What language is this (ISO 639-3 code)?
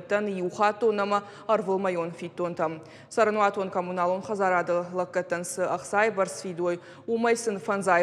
oss